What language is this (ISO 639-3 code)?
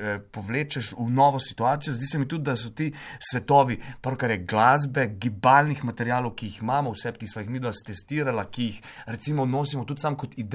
slv